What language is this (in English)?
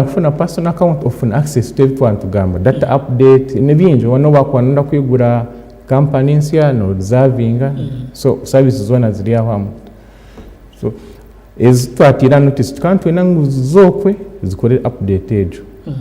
Nyankole